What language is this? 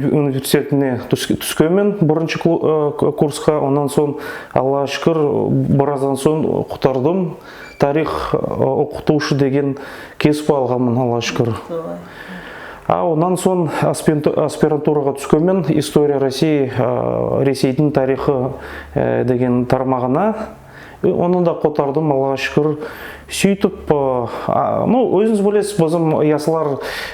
Nogai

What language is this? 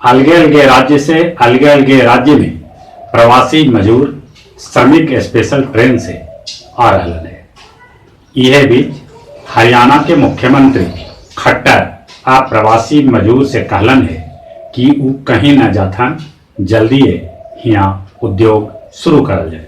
Magahi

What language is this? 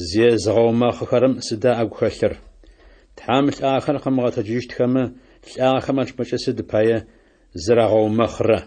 Adyghe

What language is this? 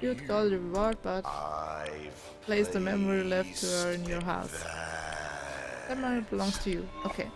Swiss German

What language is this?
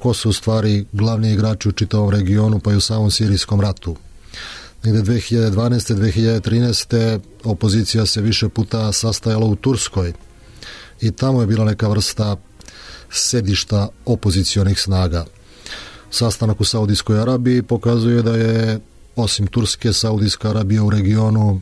Serbian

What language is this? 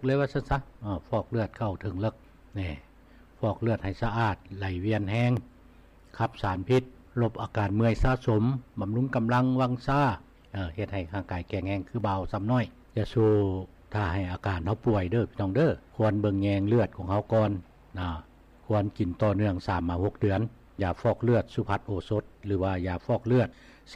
Lao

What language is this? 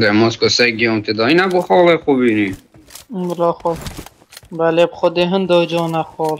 Kurdish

